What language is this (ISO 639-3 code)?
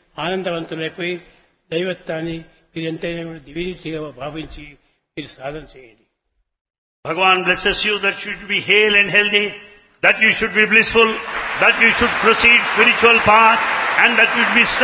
tel